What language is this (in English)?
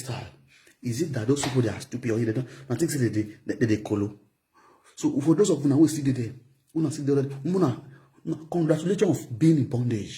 Nigerian Pidgin